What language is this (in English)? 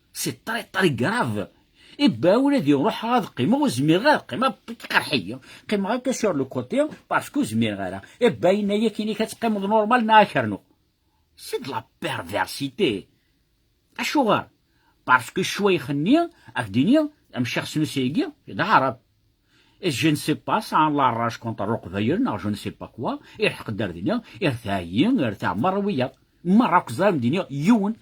Kabyle